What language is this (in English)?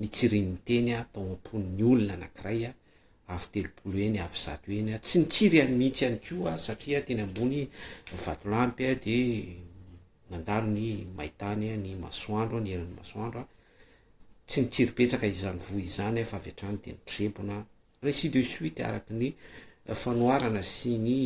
Malagasy